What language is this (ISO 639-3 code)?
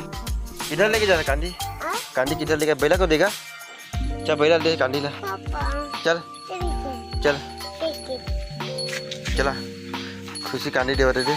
hne